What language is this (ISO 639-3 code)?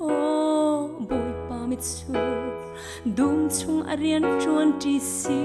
cnh